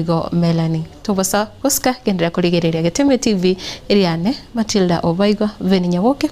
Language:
Gusii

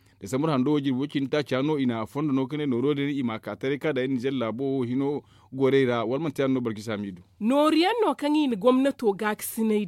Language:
Zarma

